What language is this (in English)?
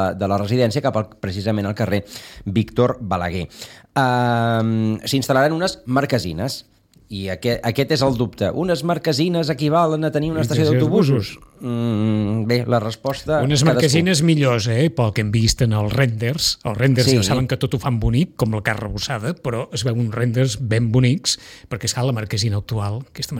Catalan